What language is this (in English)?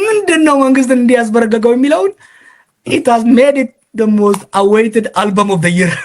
Amharic